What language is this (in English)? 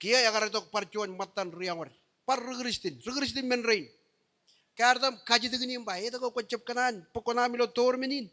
Marshallese